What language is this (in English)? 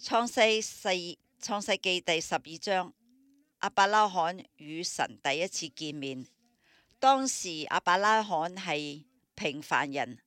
Cantonese